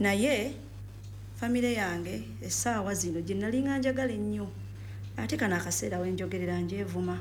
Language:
Ganda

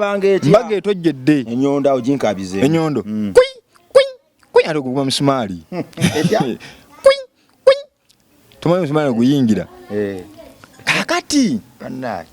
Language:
Ganda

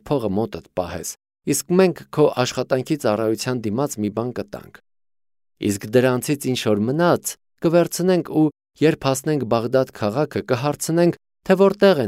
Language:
Armenian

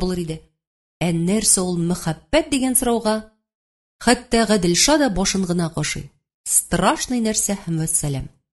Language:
Tatar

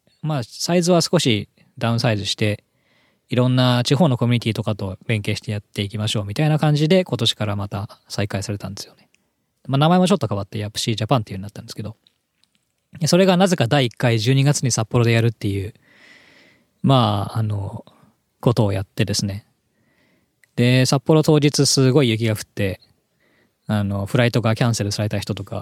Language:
Japanese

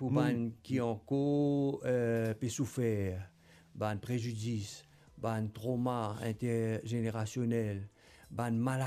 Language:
Morisyen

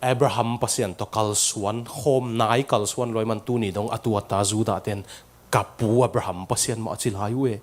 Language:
Tedim Chin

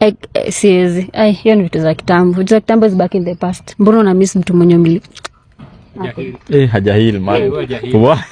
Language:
Swahili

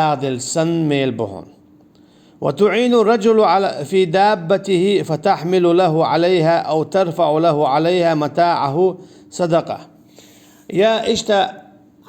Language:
Chechen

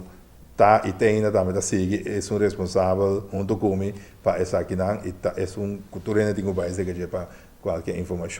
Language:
Papiamento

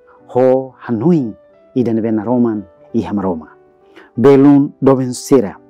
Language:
Tetum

